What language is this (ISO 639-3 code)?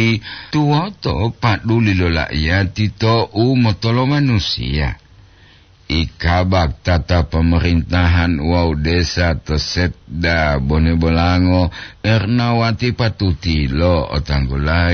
gor